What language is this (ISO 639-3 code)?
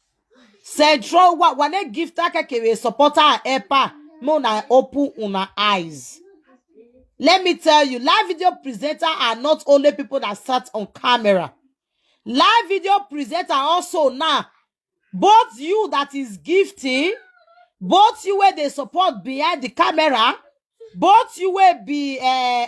pcm